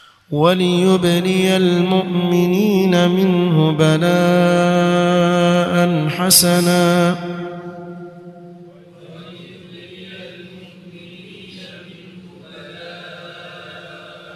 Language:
Arabic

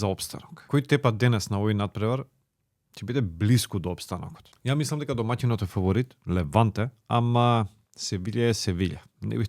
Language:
Macedonian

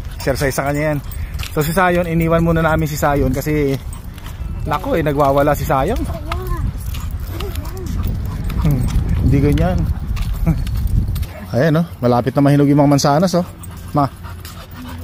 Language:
Filipino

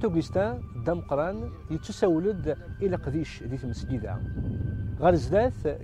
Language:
Kabyle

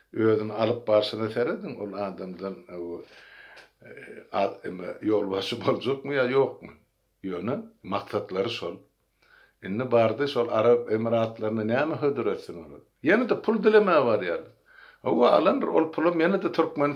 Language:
Turkmen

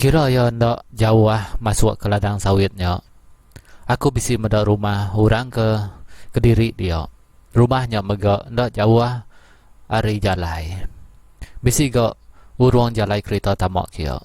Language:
Iban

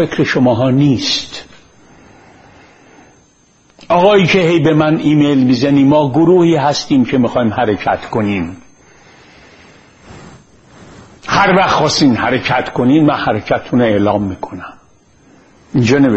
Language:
Persian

